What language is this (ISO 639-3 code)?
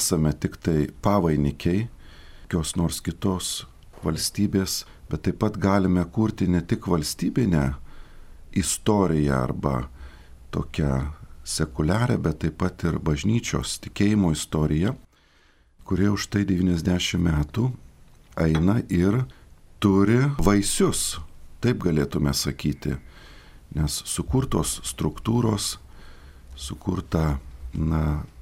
lit